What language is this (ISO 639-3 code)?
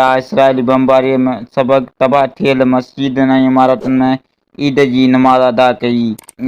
snd